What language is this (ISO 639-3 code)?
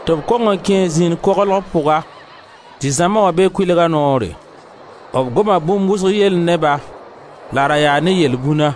mos